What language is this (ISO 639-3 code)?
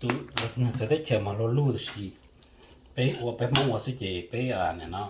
hmn